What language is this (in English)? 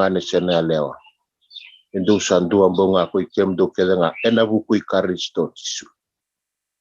Fijian